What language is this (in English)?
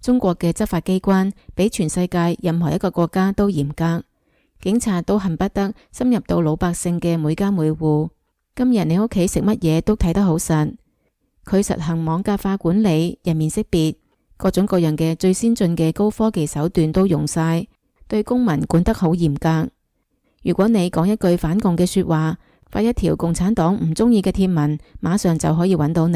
Cantonese